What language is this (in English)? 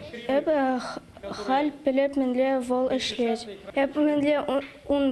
Chuvash